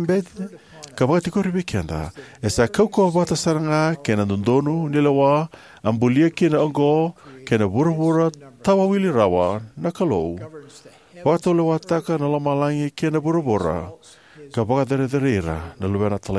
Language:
Fijian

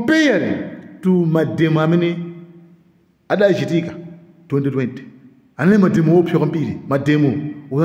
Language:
Nyanja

